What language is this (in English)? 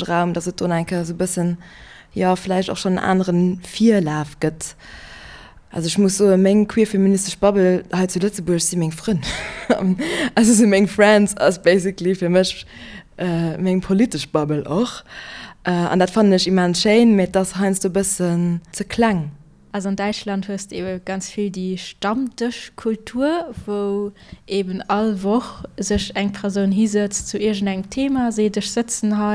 Luxembourgish